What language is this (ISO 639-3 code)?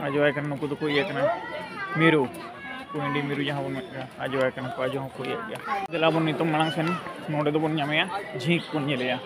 sat